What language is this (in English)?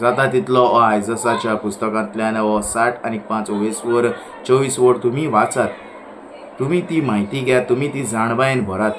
Konkani